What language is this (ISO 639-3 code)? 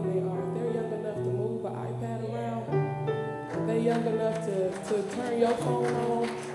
eng